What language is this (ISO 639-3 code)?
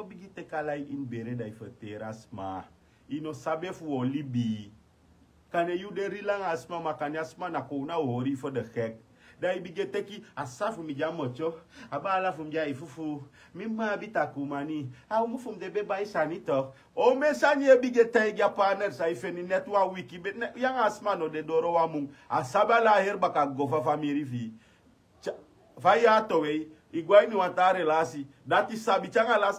srn